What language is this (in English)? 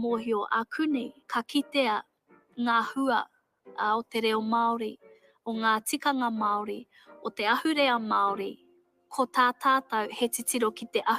Māori